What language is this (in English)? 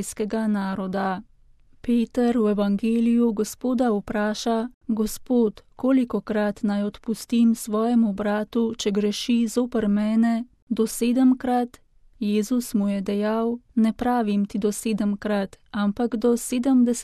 Slovenian